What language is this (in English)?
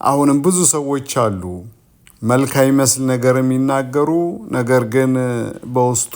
Amharic